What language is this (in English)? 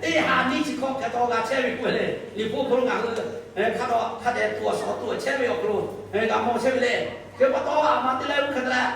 Lahu